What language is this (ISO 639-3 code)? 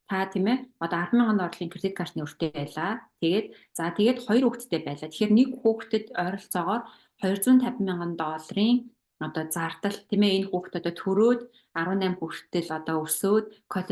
mon